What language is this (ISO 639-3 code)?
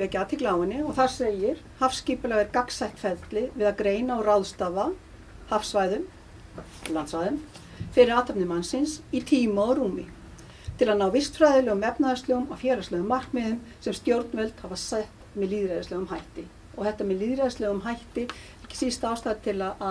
isl